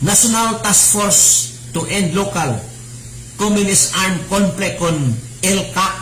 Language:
Cebuano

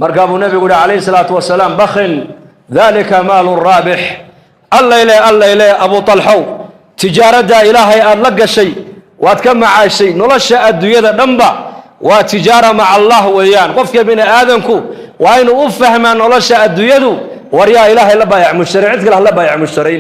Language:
Somali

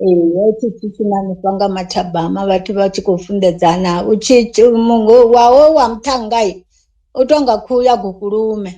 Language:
Venda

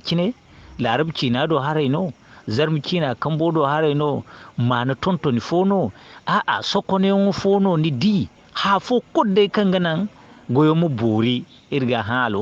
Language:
Zarma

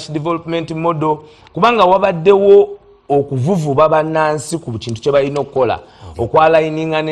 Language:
Ganda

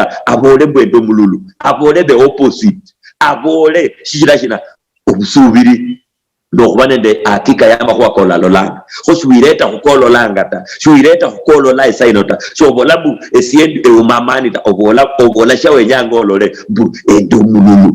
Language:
Luyia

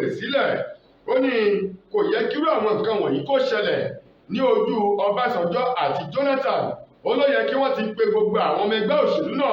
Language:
Yoruba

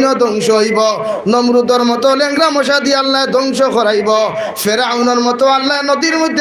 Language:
Sylheti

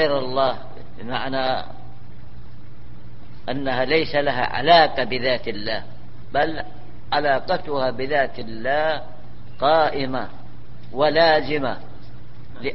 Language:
Arabic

